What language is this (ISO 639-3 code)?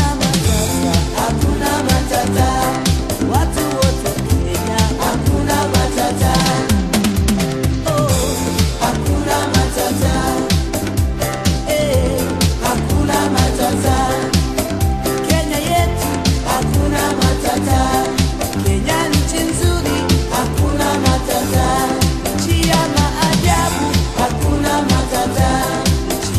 swa